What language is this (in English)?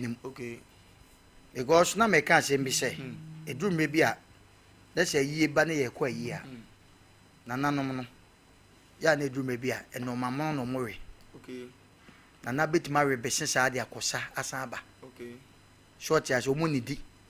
Akan